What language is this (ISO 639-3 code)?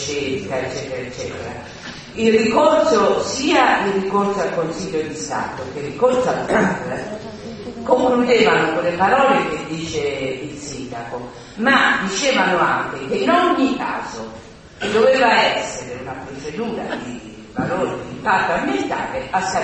ita